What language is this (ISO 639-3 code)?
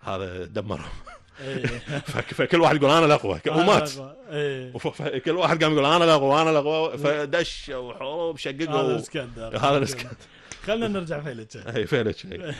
afb